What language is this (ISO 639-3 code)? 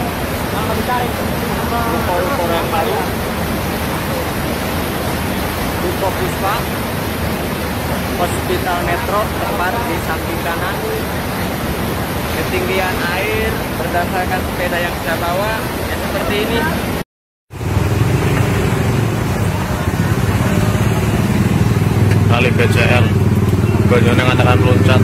ind